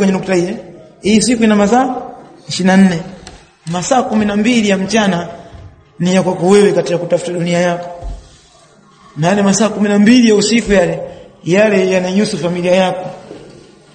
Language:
Swahili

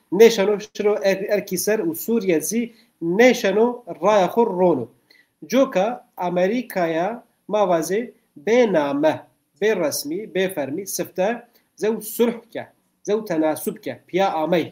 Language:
Zaza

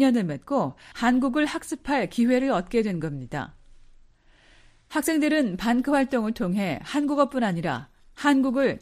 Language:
Korean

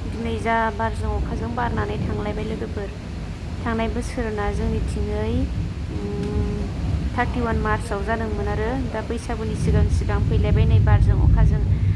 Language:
Bodo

